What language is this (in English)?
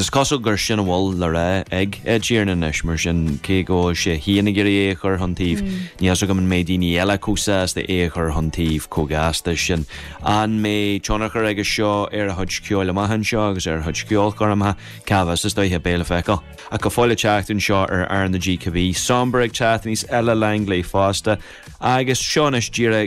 Irish